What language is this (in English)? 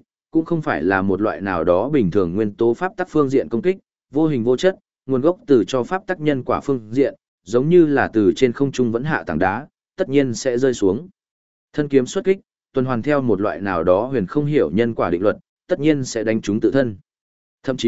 Vietnamese